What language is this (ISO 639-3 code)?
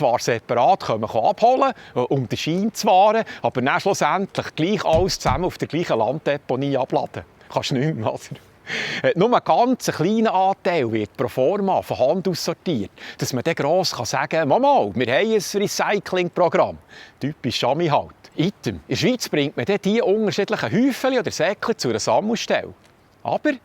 gsw